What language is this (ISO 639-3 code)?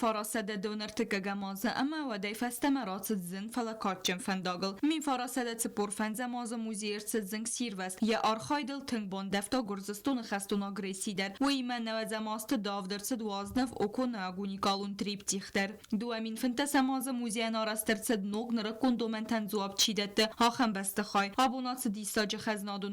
oss